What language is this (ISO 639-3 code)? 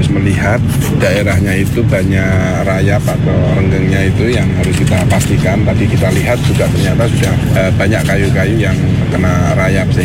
ind